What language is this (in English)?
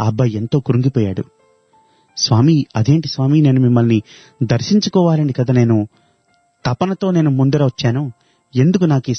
Telugu